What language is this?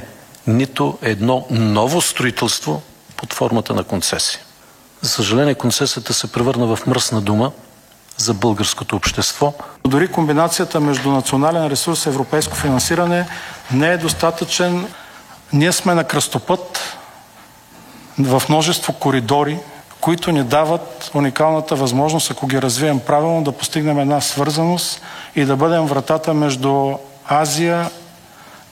Bulgarian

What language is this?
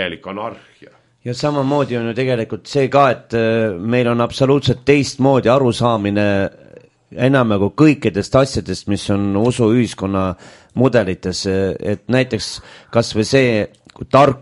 Estonian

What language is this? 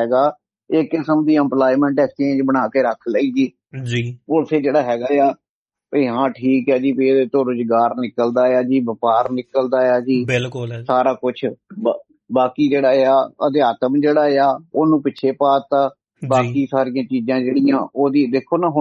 Punjabi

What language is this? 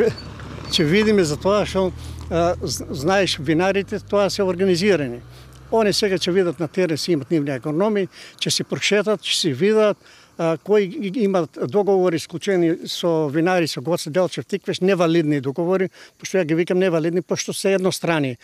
Macedonian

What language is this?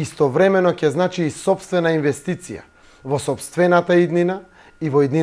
Macedonian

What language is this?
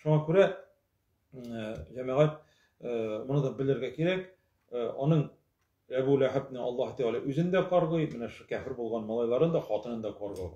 Tatar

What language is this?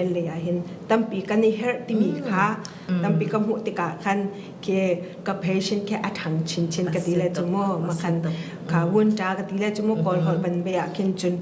Falam Chin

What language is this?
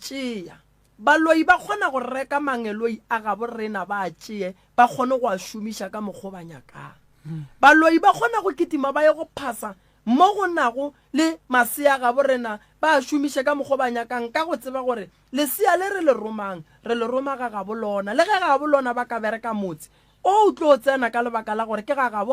Northern Sotho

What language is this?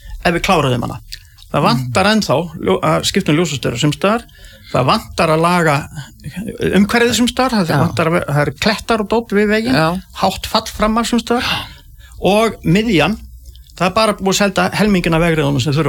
Icelandic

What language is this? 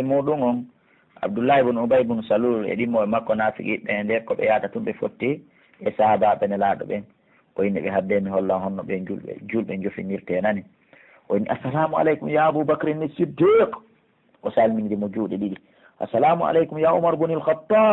Pular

